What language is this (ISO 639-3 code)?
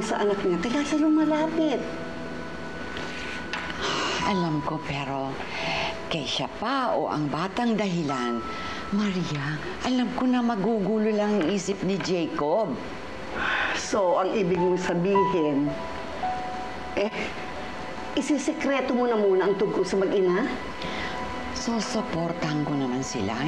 fil